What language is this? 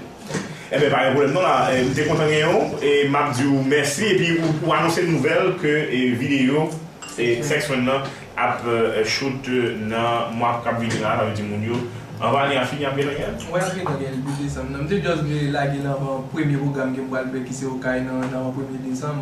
Haitian Creole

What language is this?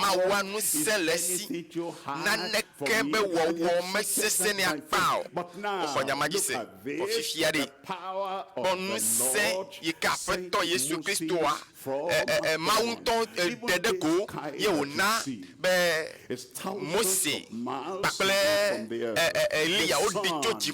Ewe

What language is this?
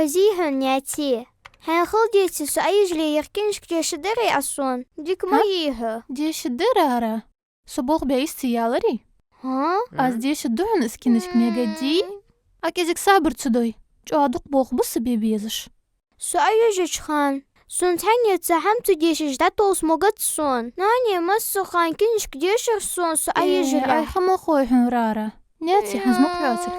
Ingush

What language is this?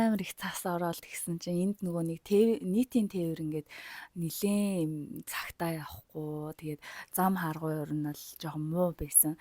Mongolian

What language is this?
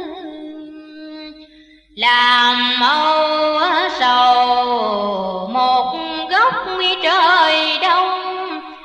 Vietnamese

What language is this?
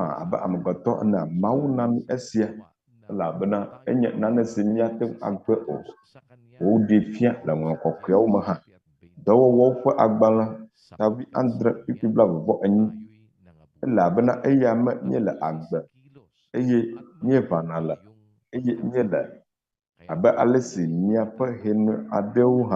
Ewe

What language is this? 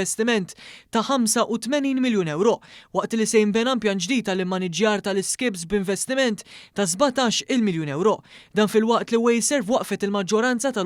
Maltese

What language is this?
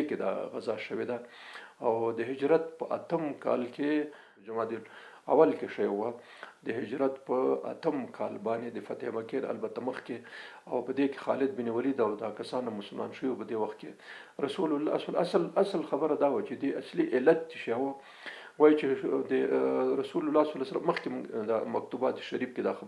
Pashto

